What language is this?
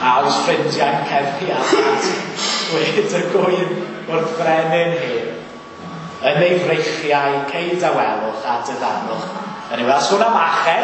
Welsh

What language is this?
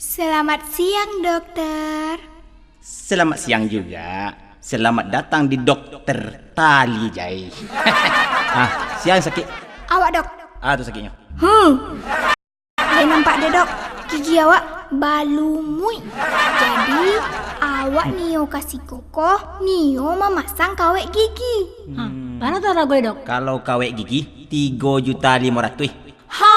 Minangkabau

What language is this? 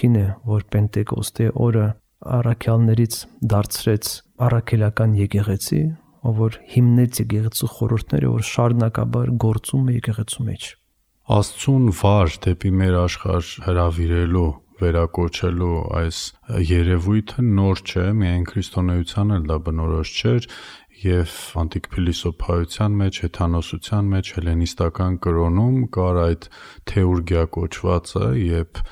Armenian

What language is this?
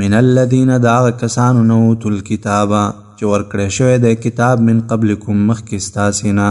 Pashto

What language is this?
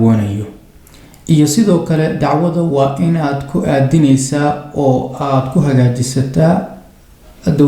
Somali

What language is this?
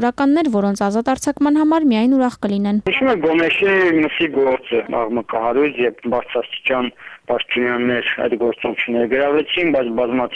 Armenian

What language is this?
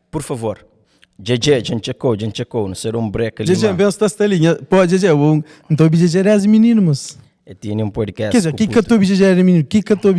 Kabuverdianu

